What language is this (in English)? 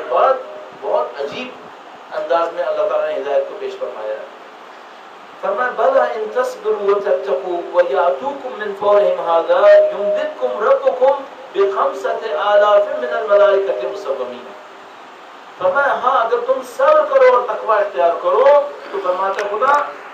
Urdu